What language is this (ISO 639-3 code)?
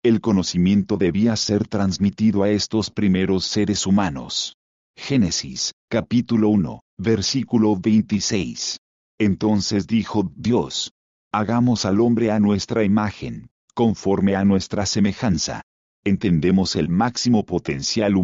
spa